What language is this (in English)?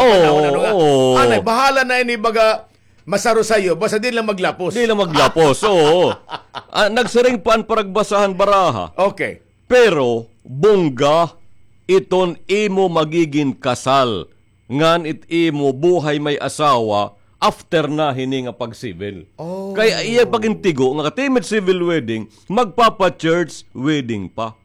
Waray